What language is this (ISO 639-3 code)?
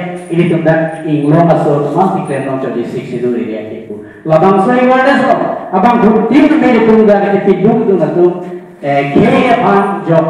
mjw